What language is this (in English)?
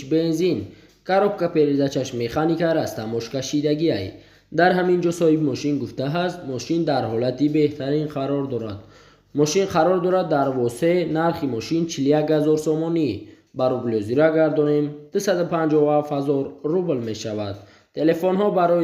Tajik